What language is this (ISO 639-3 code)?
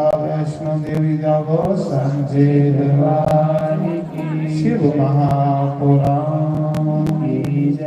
doi